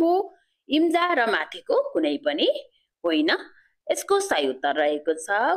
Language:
Nepali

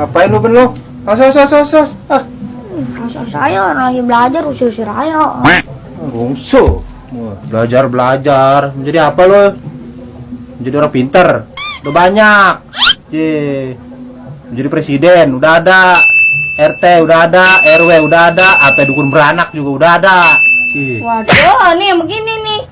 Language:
Betawi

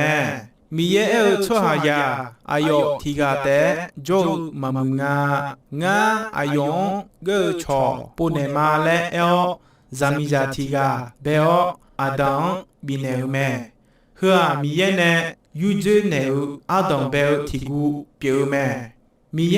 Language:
Akha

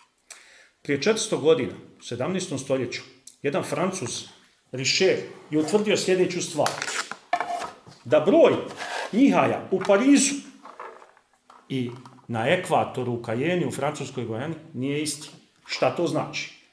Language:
Bosnian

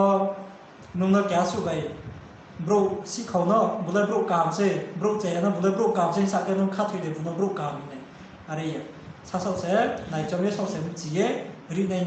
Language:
Riang (India)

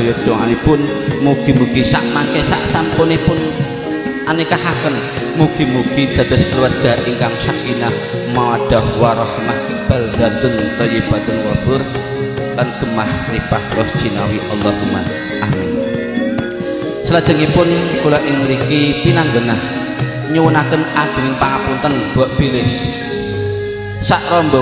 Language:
Javanese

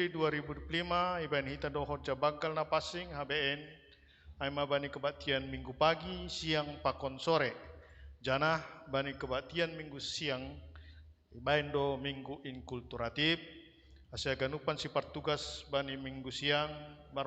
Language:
Batak Simalungun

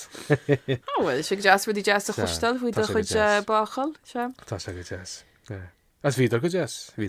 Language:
Irish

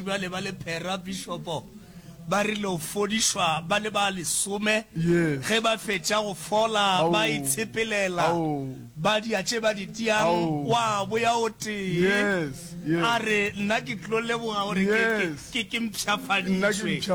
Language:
Northern Sotho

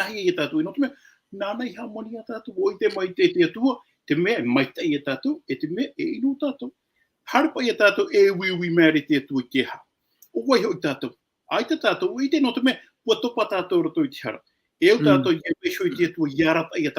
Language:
Tahitian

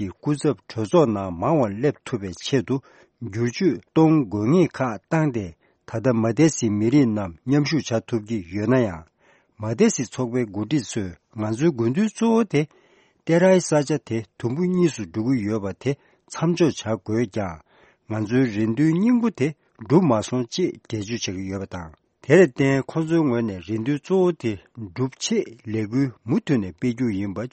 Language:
Tibetan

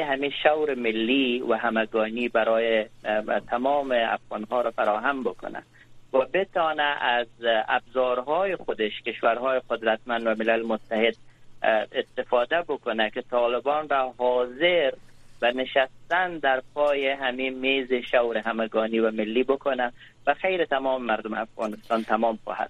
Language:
Persian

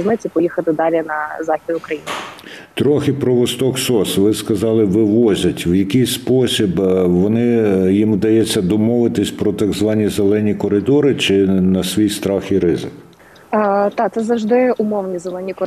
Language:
Ukrainian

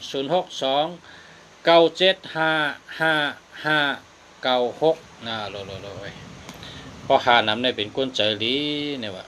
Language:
Shan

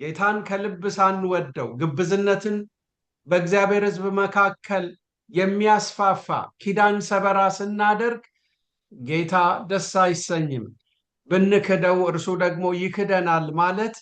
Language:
Amharic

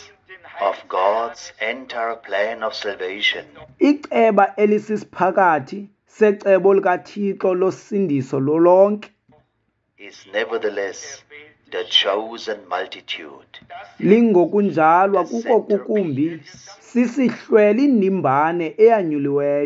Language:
Xhosa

